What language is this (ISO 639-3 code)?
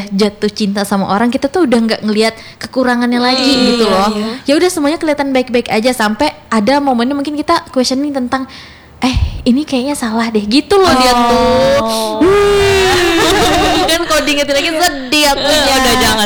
ind